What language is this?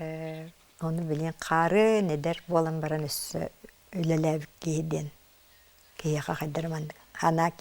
Yakut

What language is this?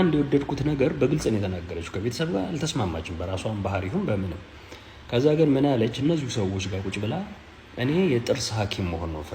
Amharic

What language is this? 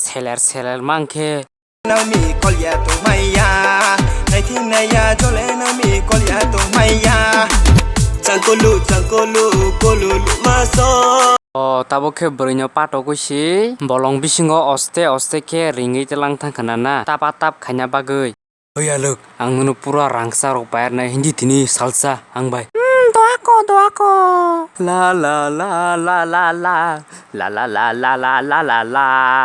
Kok Borok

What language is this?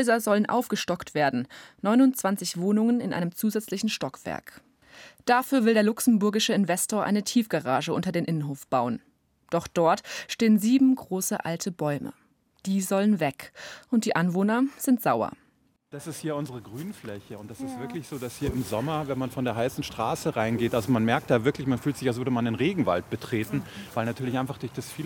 German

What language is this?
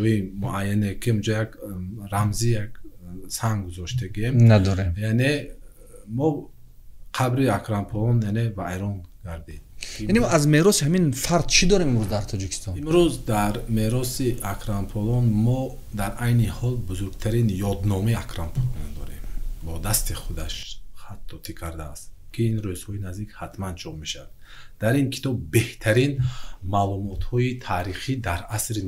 Tajik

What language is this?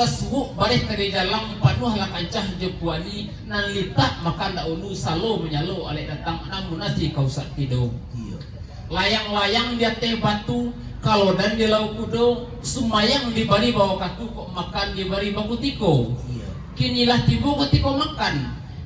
Minangkabau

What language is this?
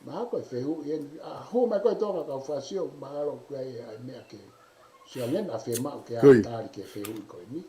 Tongan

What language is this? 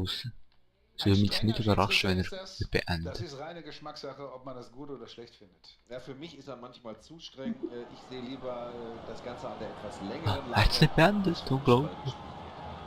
Swiss German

